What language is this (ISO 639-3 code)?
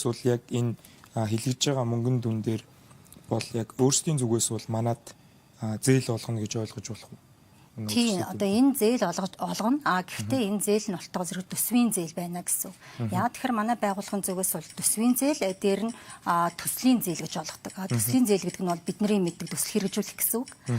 mon